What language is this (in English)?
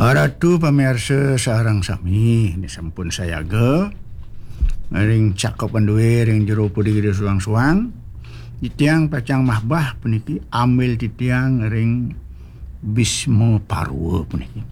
Balinese